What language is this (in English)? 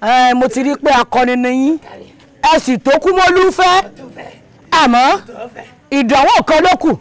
Yoruba